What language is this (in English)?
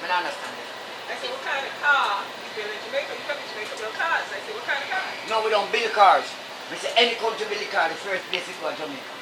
Jamaican Creole English